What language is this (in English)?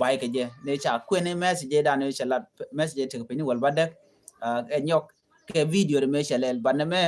Nuer